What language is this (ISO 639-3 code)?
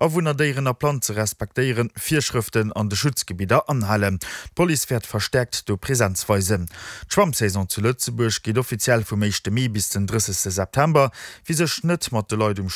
ltz